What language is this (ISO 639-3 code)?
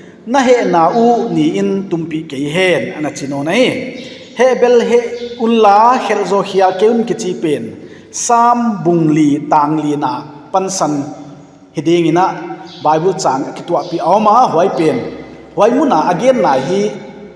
pck